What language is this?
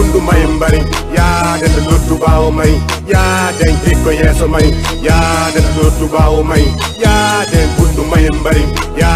Fula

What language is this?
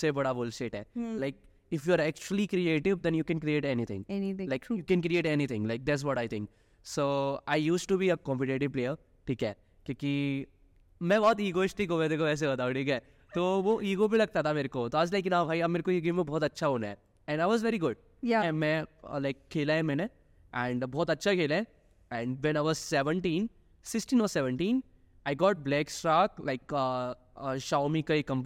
Hindi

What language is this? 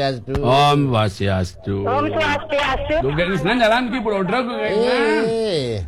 Balinese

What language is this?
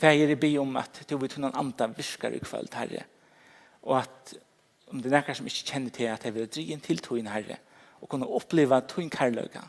Faroese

